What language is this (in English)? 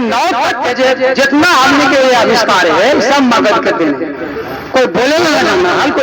Magahi